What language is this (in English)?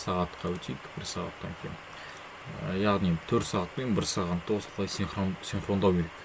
Kazakh